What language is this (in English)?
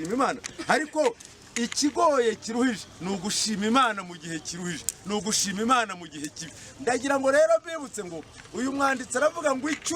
Kinyarwanda